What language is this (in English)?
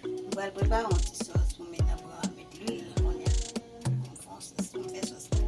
Haitian Creole